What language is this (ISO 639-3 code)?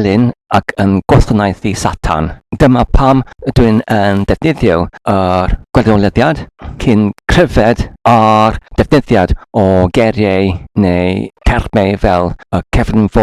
cym